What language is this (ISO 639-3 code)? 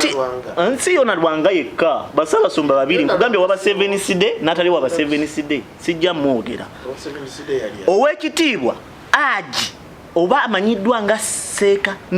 lug